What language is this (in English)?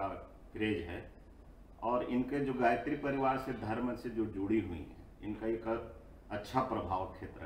Hindi